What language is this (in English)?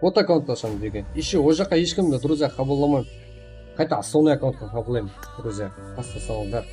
Kara-Kalpak